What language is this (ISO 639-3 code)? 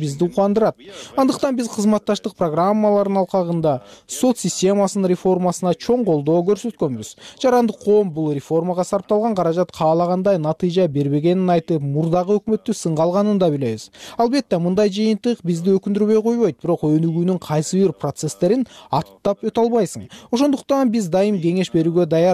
kir